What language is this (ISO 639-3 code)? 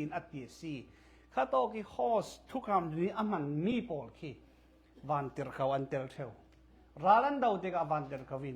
cfm